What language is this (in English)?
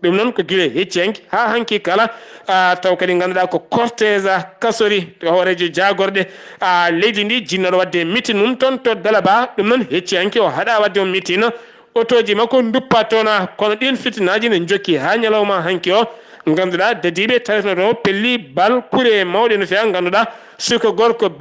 Fula